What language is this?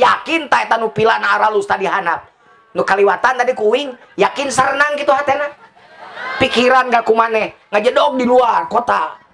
Sundanese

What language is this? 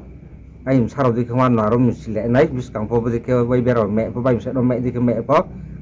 Riang (India)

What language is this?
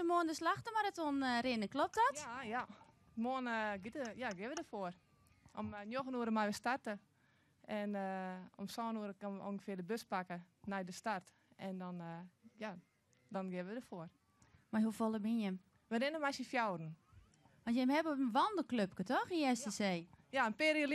Western Frisian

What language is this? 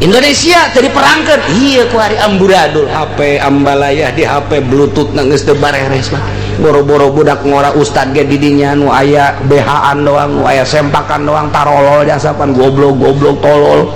Sundanese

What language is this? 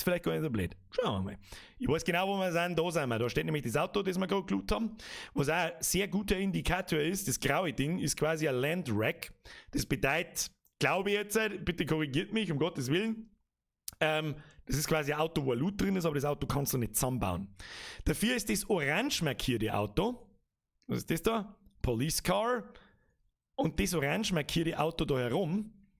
Bavarian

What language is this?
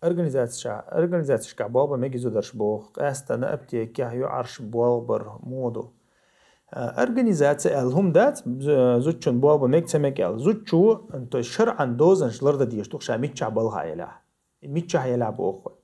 Chechen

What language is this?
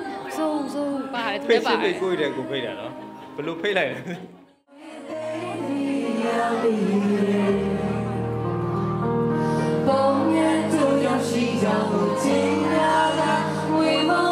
Burmese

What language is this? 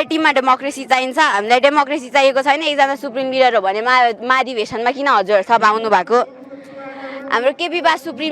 Nepali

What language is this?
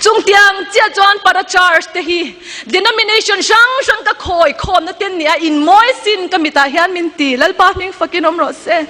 Mizo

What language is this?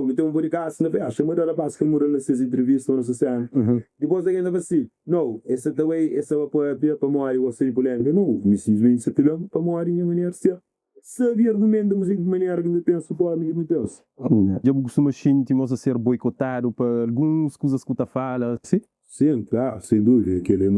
Kabuverdianu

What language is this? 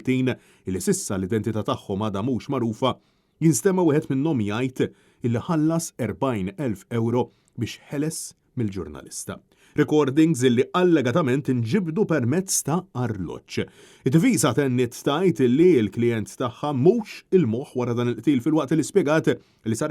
Maltese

